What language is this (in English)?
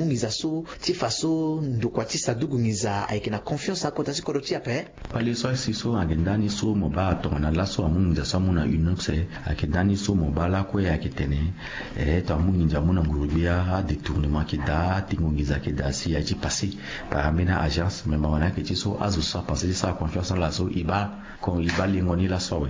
Sango